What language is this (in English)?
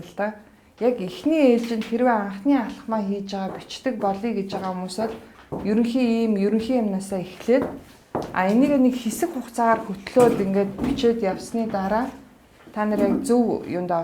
Mongolian